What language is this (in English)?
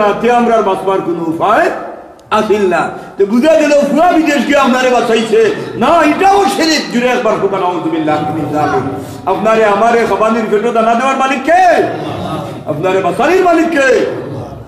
Sylheti